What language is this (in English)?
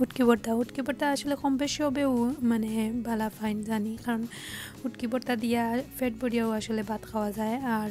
Sylheti